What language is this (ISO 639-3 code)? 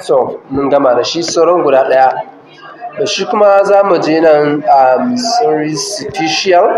hau